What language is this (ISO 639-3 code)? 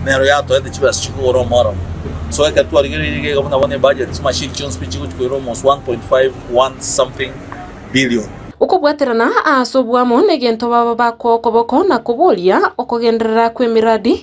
guz